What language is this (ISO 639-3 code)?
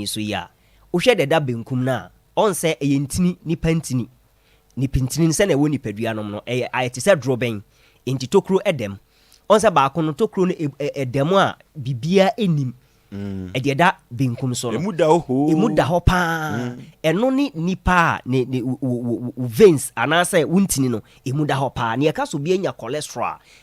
aka